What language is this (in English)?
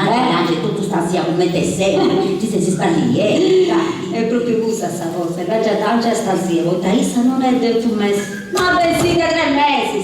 Sardinian